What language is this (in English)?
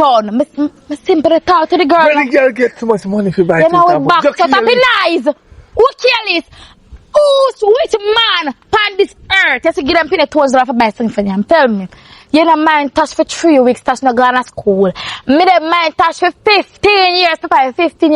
Jamaican Creole English